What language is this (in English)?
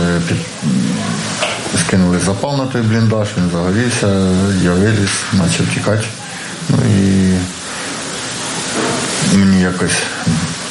Ukrainian